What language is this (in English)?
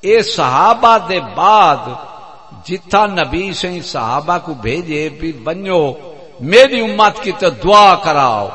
Saraiki